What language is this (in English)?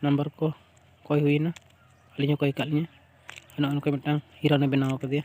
Santali